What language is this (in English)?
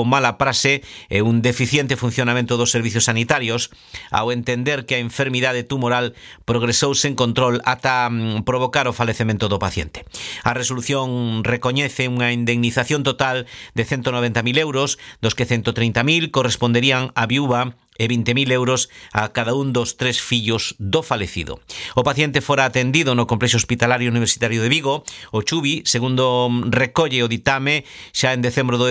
Galician